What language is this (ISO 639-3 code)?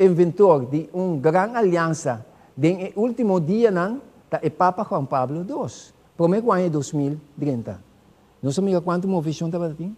pap